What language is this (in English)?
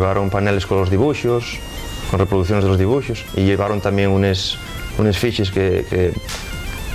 Asturian